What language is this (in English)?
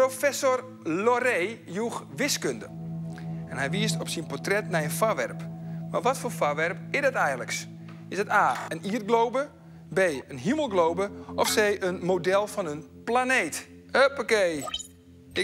Western Frisian